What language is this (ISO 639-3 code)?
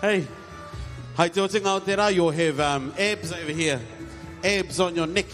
mri